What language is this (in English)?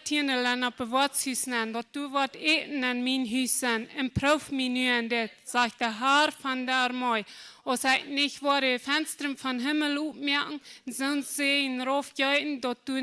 Plautdietsch